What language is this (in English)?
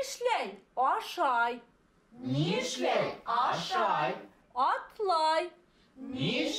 Bashkir